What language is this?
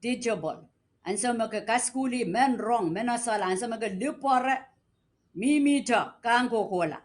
Pohnpeian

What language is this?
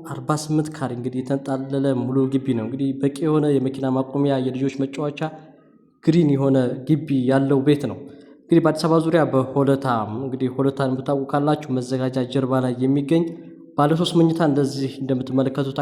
Amharic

